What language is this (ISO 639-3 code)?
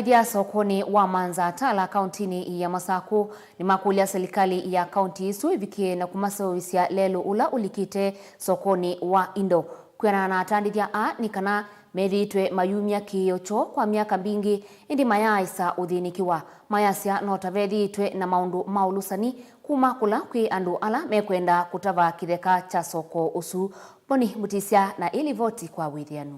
kam